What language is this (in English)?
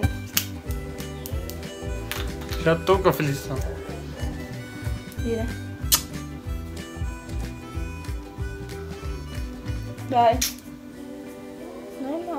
Portuguese